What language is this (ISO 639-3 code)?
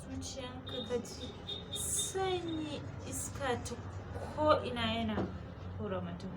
hau